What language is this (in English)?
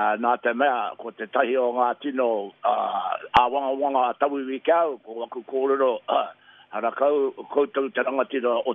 Māori